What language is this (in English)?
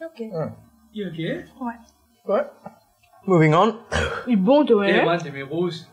Morisyen